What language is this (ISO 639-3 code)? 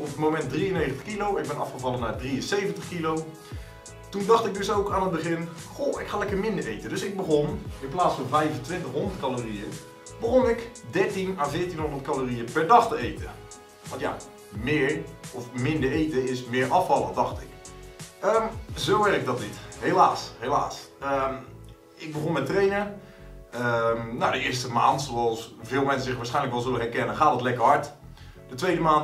nld